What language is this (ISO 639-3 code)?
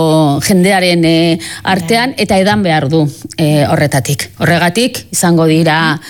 eus